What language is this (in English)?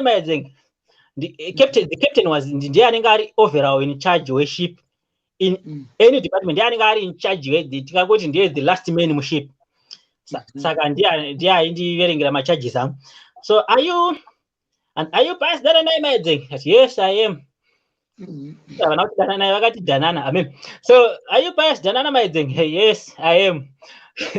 Shona